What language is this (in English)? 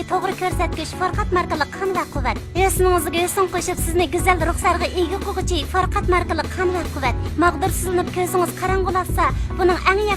Uyghur